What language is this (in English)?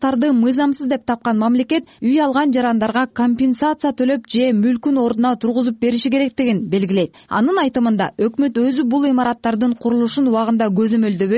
Kyrgyz